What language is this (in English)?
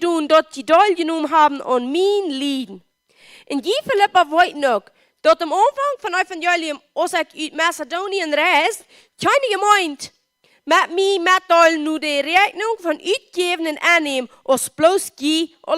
Plautdietsch